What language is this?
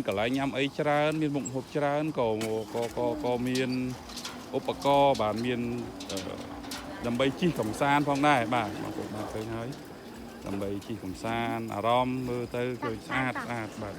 Khmer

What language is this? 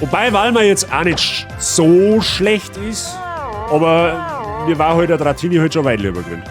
Bavarian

